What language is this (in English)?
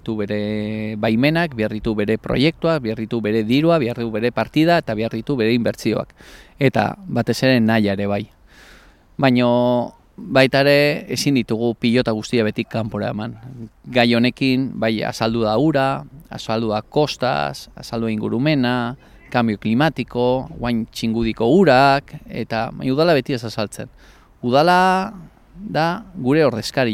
Basque